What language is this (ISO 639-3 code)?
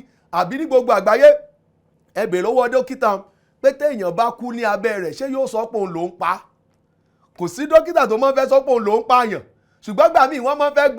yor